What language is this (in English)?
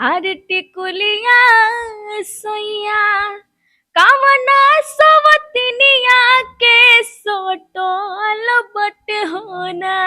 Bhojpuri